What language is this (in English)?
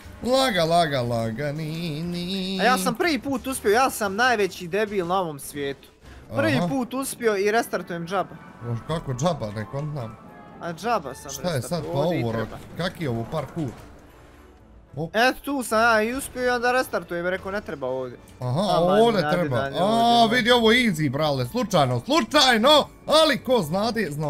Bosnian